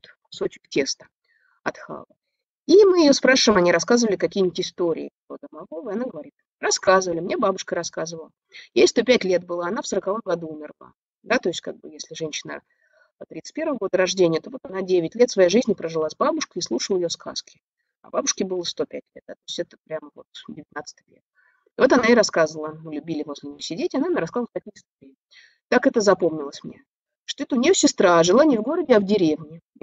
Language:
Russian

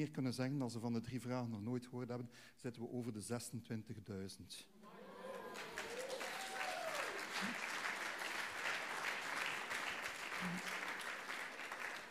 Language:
Dutch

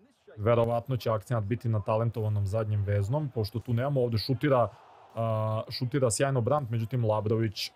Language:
Serbian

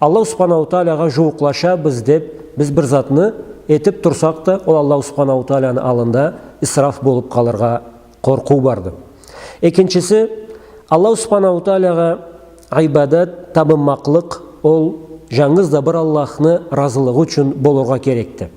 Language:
Karachay-Balkar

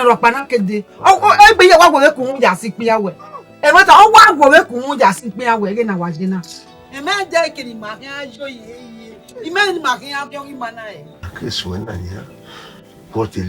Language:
Bini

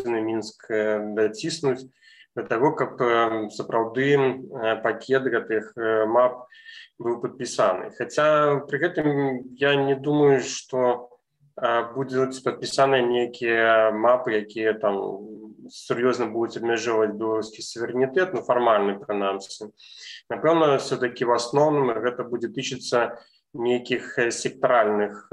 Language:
Belarusian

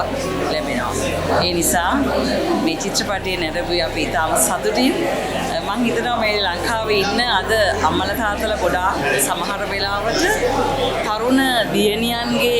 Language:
Sinhala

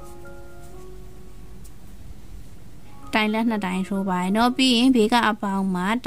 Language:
Burmese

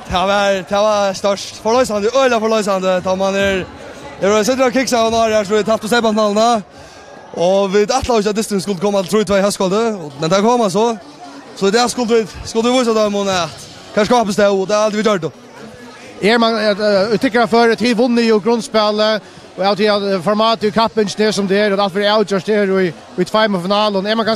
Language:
Faroese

